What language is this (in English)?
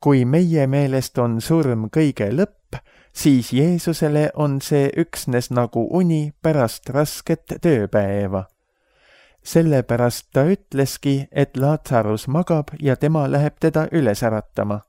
Estonian